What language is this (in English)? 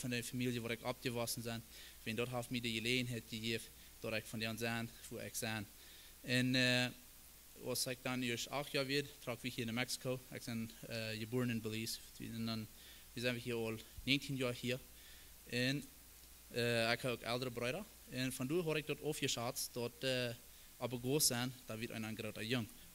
Plautdietsch